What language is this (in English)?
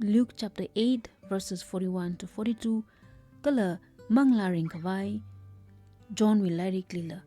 Tangkhul Naga (India)